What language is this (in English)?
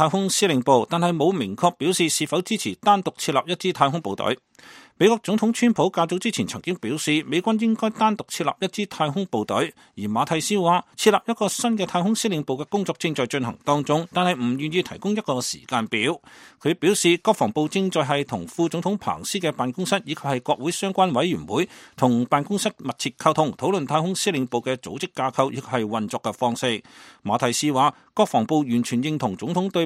Cantonese